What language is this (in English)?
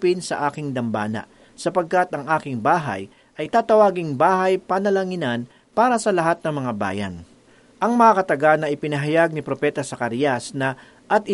Filipino